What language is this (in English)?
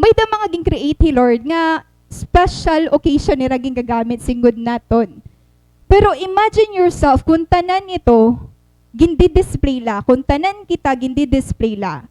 Waray